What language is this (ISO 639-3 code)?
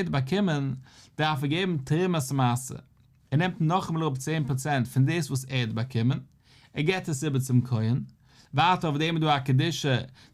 yid